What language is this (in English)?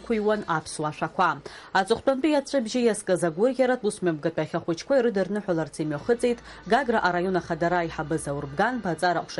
Abkhazian